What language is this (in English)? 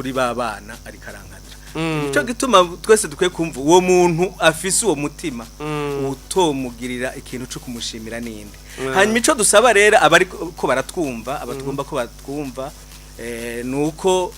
Rundi